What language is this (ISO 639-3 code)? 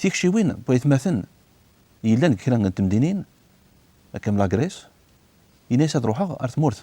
kab